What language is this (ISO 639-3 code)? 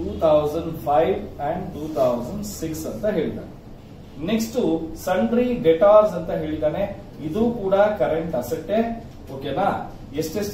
kan